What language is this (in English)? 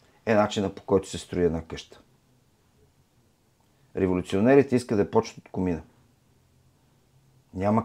Bulgarian